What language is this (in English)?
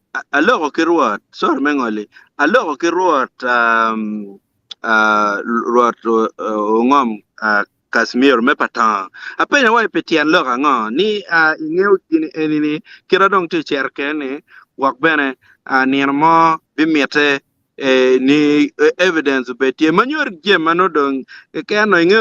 Acoli